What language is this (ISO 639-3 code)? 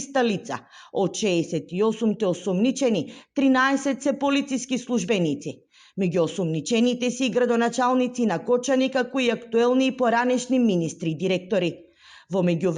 mkd